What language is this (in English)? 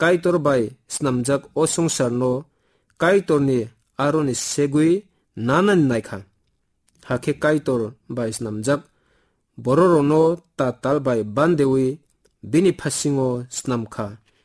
Kok Borok